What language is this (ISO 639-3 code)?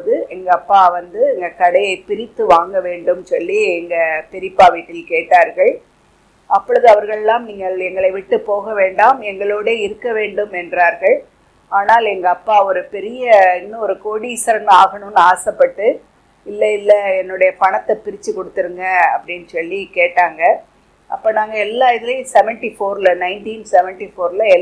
tam